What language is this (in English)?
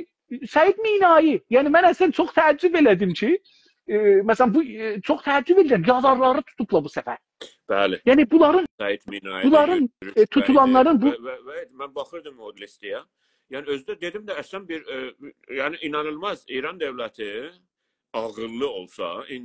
South Azerbaijani